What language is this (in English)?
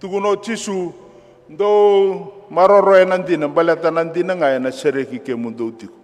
Fijian